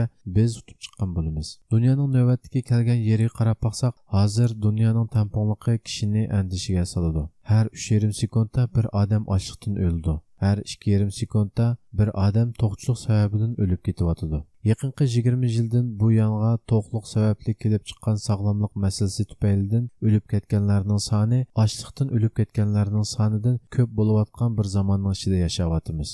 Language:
Uyghur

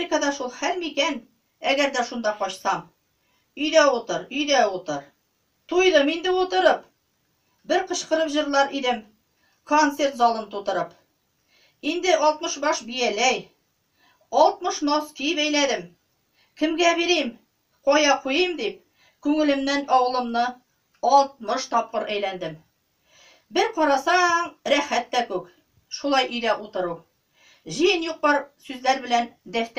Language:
Tatar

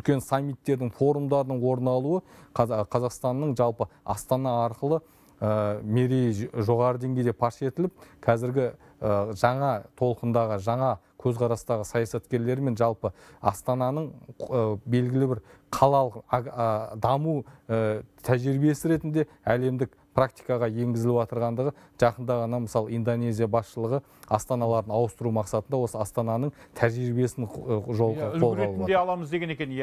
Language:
Kazakh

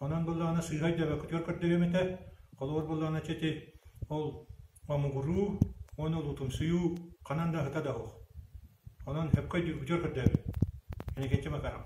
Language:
Yakut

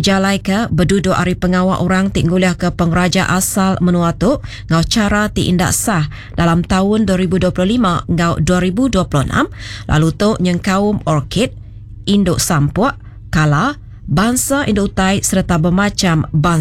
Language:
Iban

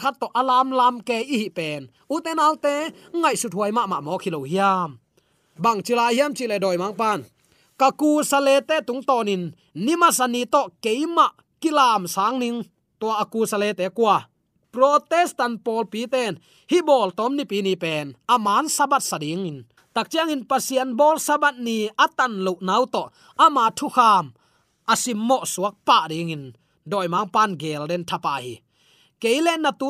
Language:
Tedim Chin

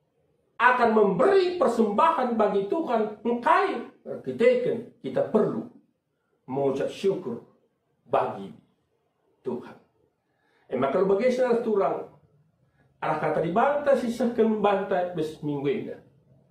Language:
Batak Karo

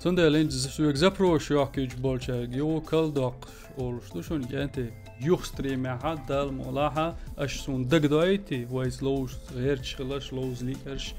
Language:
Chechen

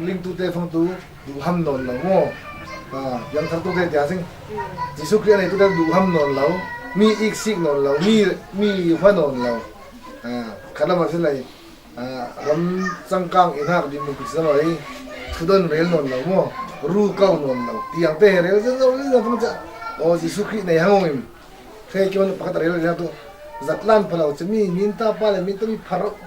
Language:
Falam Chin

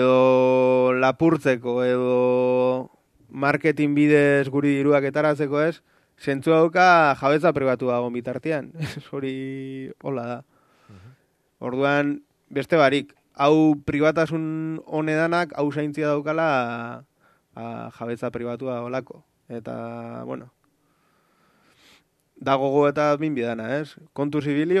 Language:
Basque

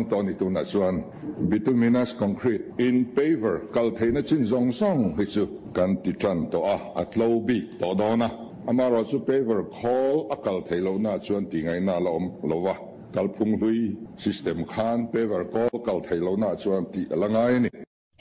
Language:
Mizo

